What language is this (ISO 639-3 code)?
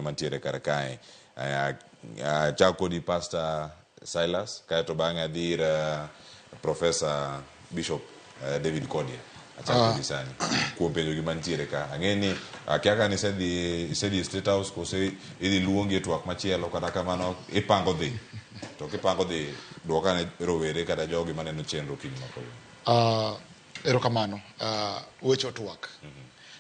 luo